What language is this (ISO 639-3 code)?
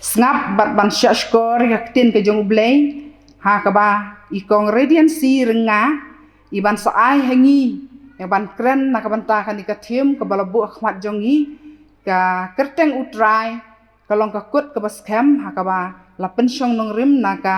kha